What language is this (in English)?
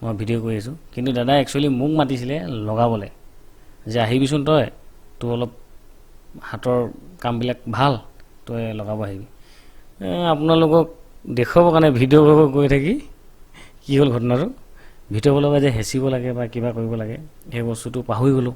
Assamese